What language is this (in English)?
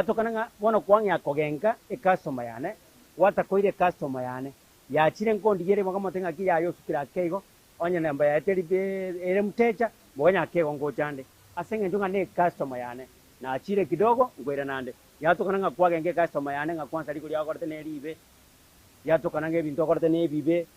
Gusii